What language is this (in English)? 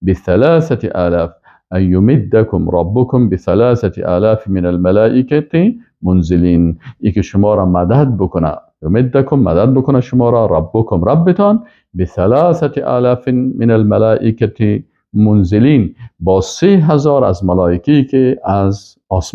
Persian